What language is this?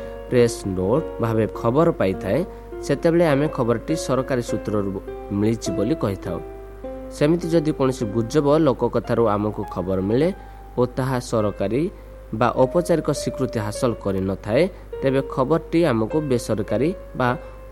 Odia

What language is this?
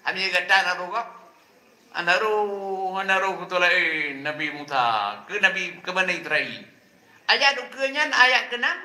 Achinese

